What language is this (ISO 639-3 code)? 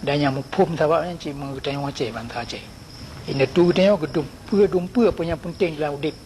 ace